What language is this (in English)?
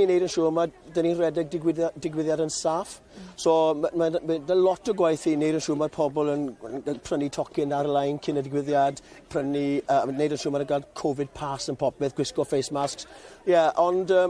Welsh